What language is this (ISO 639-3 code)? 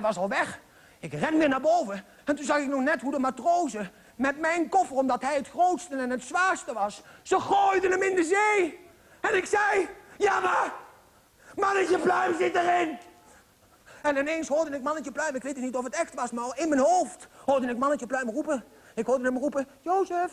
nld